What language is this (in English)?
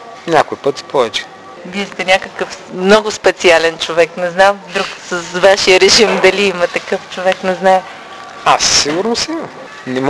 Bulgarian